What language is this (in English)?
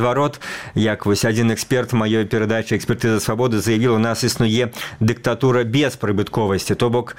Belarusian